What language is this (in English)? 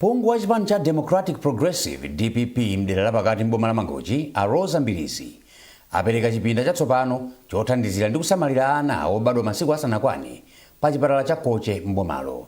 Nyanja